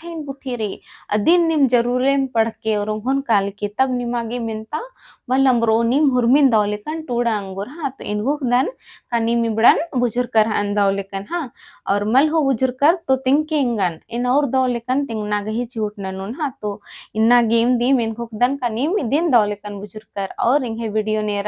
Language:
Kurukh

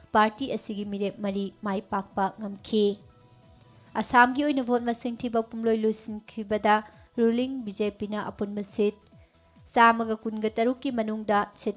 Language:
Manipuri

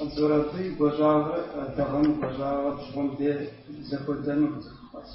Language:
Kabardian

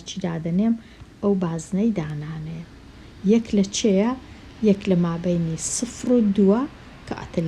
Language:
Central Kurdish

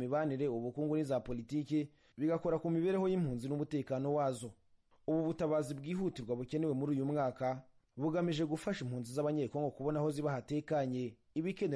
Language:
Kinyarwanda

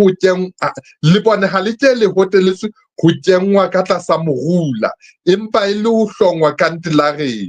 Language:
Southern Sotho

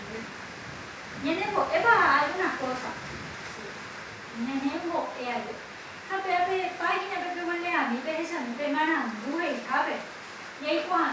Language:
Guarani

